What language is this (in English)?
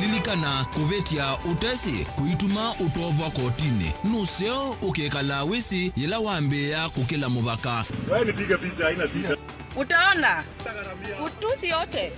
Kamba